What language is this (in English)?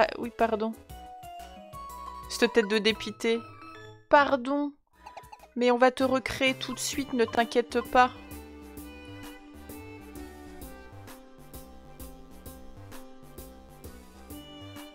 French